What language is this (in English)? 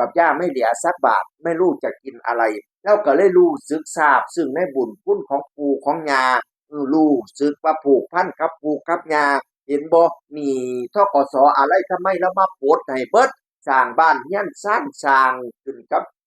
Northeastern Thai